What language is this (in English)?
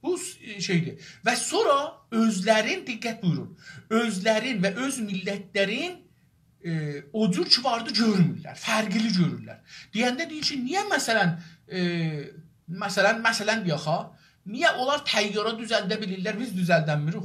South Azerbaijani